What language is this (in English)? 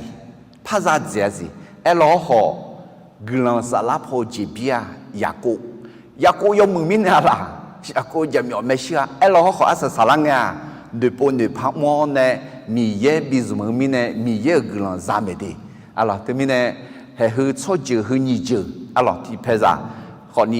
Akha